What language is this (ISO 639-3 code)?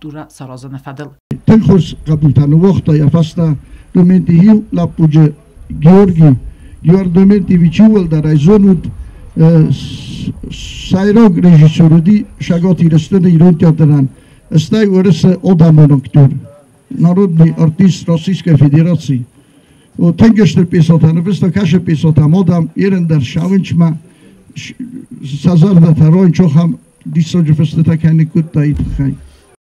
oss